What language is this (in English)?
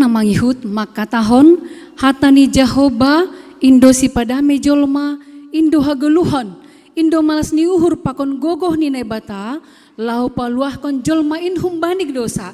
Batak Simalungun